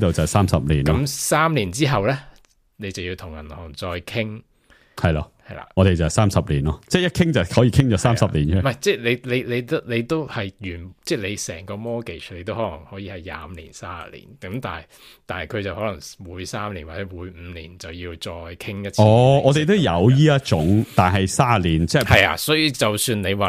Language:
Cantonese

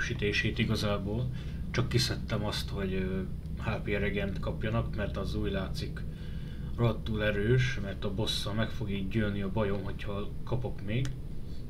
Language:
Hungarian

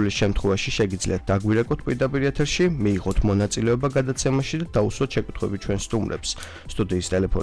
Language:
Georgian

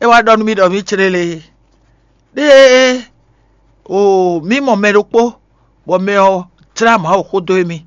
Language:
Fon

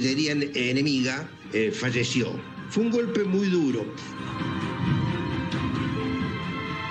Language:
Spanish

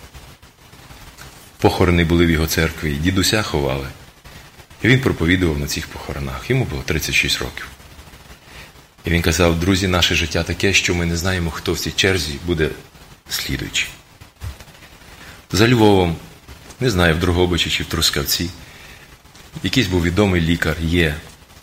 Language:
Ukrainian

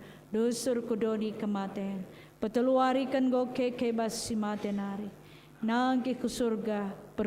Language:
Batak Karo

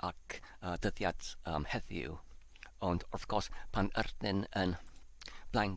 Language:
Welsh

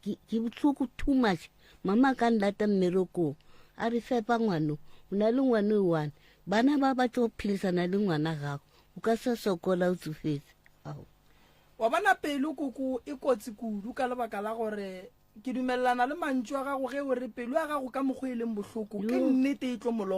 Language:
Northern Sotho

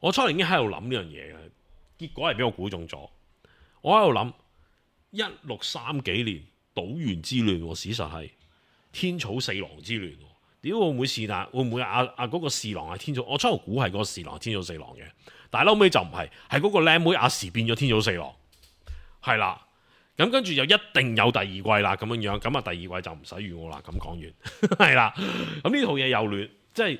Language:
Cantonese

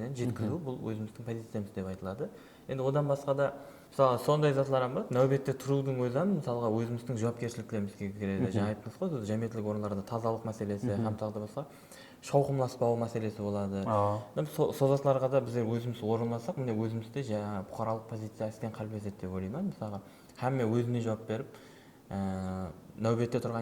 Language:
Kara-Kalpak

